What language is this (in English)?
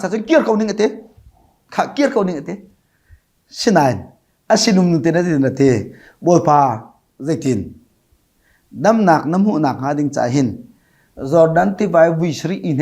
Hakha Chin